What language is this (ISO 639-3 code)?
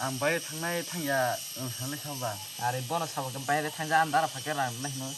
trp